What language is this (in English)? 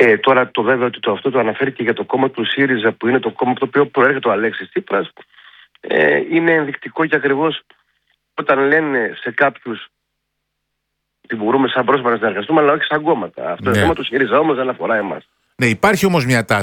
Greek